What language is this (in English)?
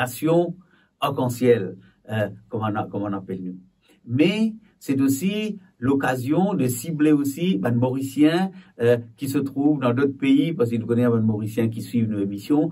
Morisyen